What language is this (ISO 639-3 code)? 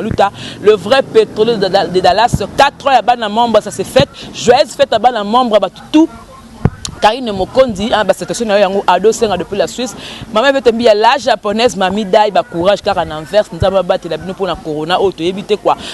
lin